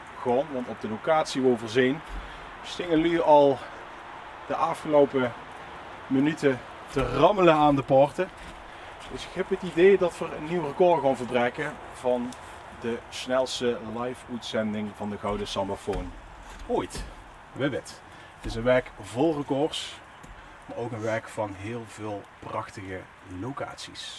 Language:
Limburgish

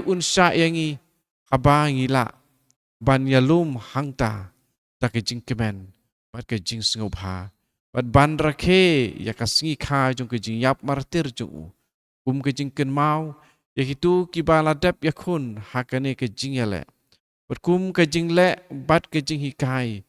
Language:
Khasi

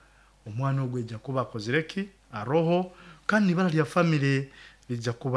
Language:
Nyoro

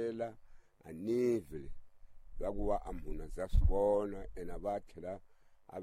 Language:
Tsonga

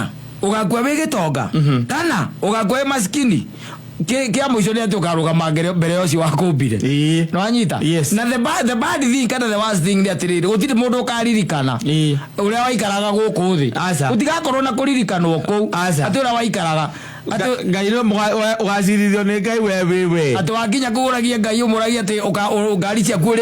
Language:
Kikuyu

